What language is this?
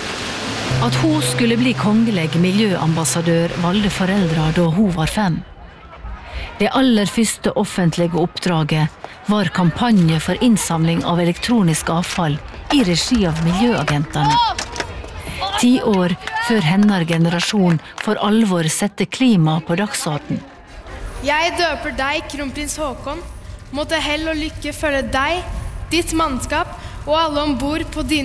Norwegian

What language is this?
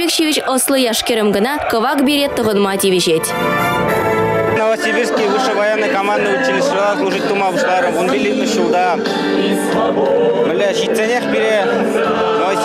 Chuvash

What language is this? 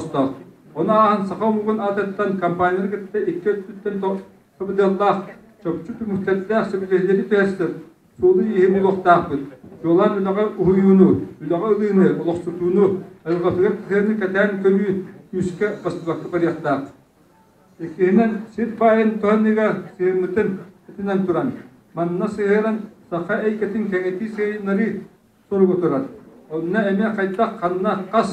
Yakut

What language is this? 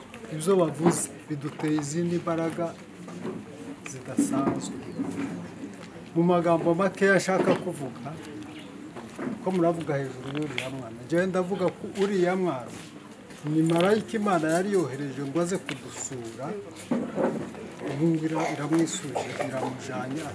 Kinyarwanda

